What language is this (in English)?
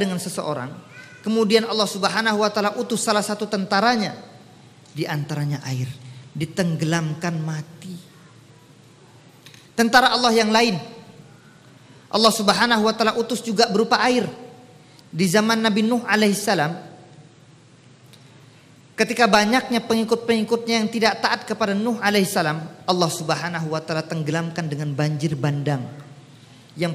Indonesian